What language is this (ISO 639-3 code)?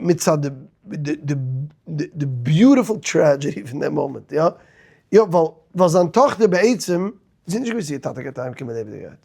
yid